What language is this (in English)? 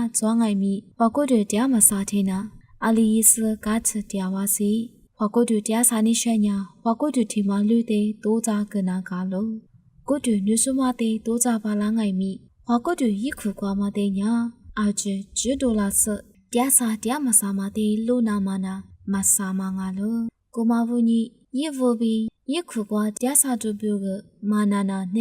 Lisu